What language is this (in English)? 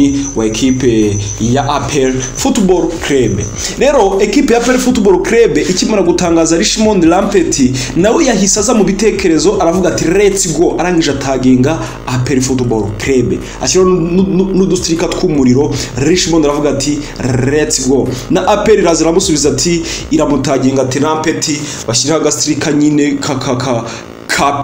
Kinyarwanda